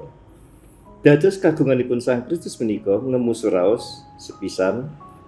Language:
Javanese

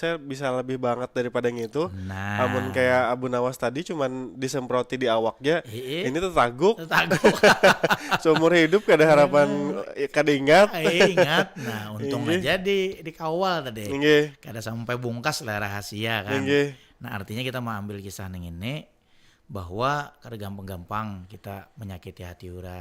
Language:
Banjar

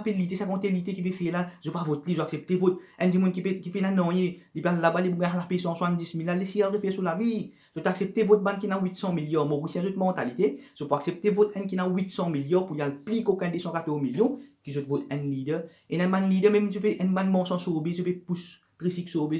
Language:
Morisyen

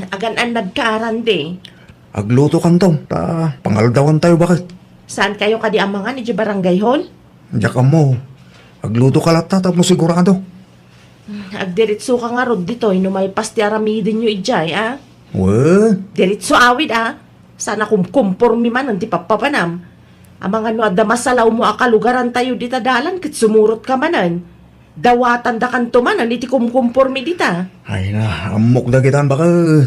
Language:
Iloko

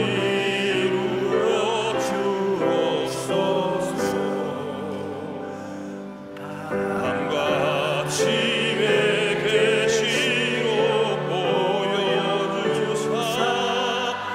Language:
Korean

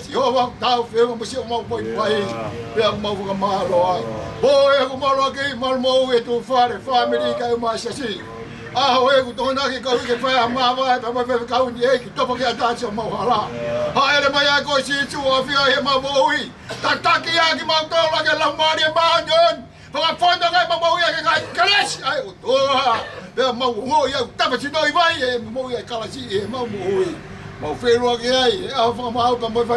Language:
Tongan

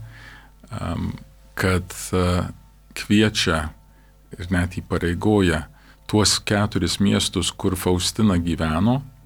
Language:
Lithuanian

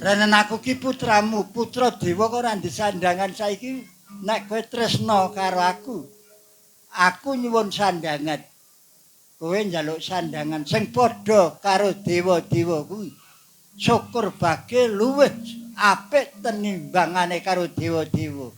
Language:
Javanese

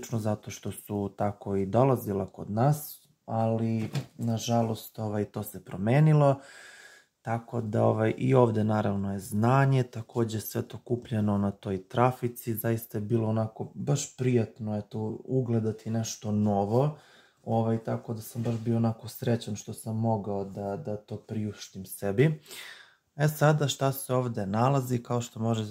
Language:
Serbian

